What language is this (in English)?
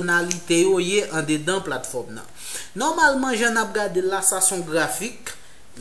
Haitian Creole